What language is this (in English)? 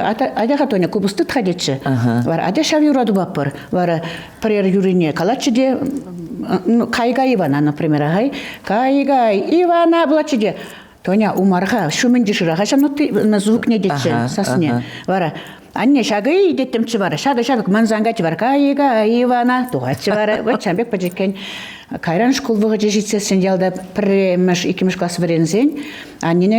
Chuvash